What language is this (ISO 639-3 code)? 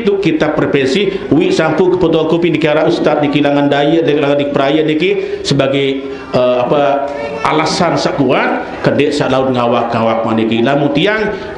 sas